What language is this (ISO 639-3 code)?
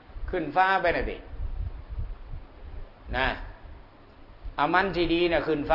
tha